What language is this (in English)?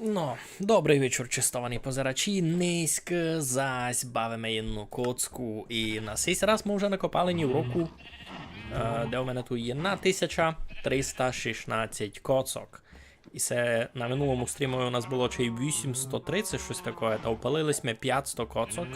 Rusyn